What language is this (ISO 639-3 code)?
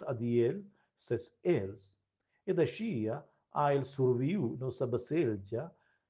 roh